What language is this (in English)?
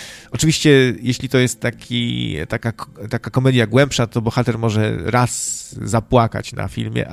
Polish